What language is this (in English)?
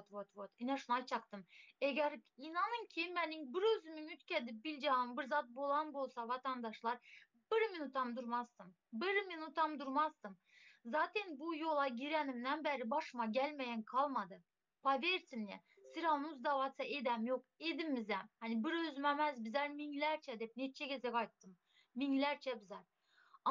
Turkmen